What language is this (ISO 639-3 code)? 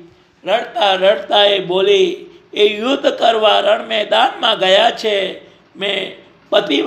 guj